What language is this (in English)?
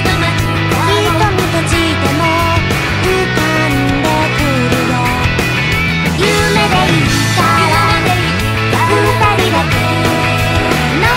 Japanese